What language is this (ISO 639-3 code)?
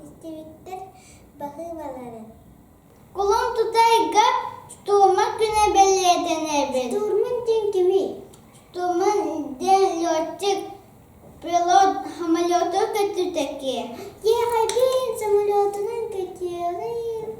sah